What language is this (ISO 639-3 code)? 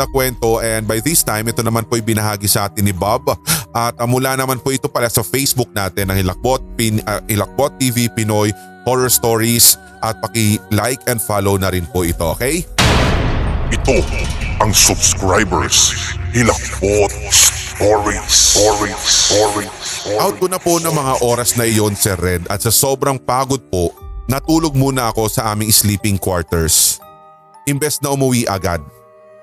fil